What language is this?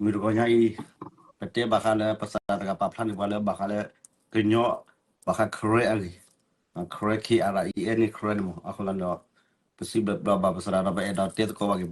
S'gaw Karen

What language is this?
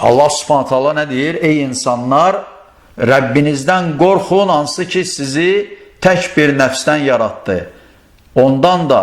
Azerbaijani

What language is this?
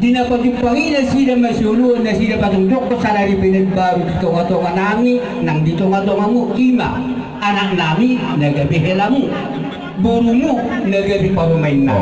Batak Toba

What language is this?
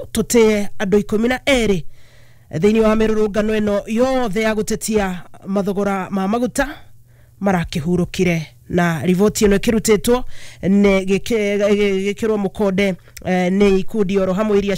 Kikuyu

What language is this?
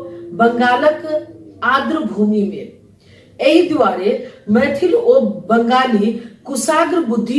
Maithili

